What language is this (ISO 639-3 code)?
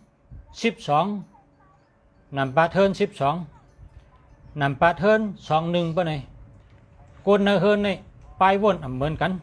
shn